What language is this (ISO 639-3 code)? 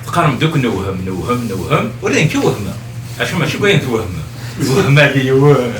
kab